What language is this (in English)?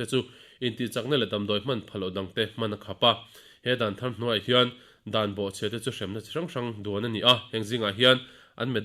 Mizo